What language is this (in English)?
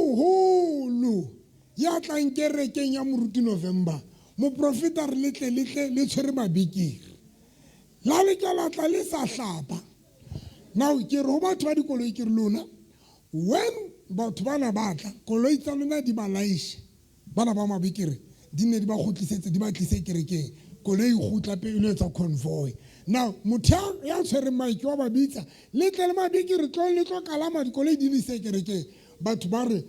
Southern Sotho